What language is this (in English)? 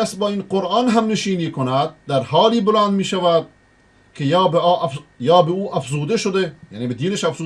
Persian